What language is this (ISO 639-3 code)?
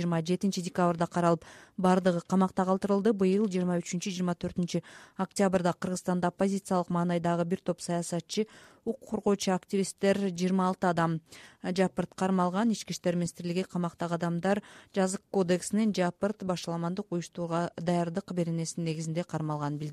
kir